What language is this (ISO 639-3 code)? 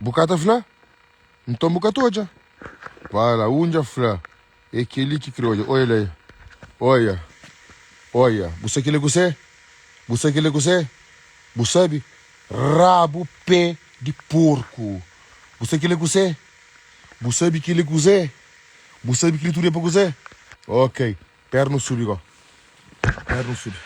kea